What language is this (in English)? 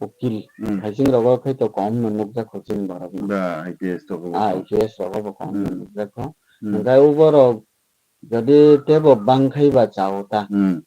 Kok Borok